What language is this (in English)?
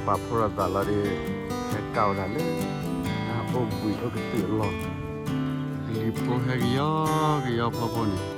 S'gaw Karen